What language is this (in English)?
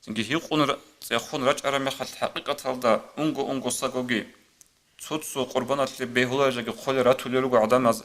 Avaric